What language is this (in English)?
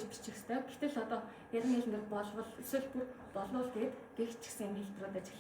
Mongolian